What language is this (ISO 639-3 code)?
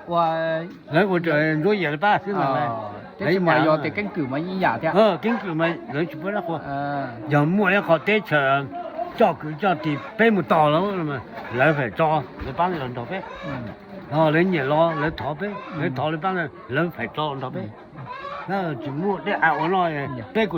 hmn